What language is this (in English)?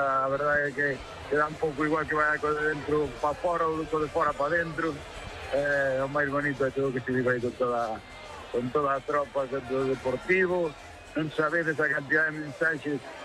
Galician